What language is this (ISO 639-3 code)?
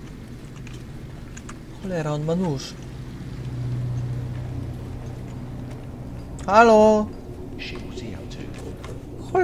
pol